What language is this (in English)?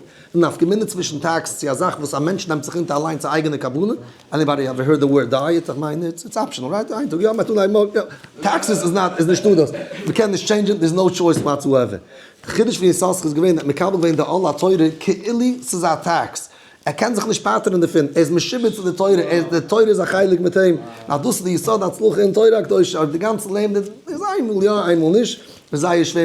Yiddish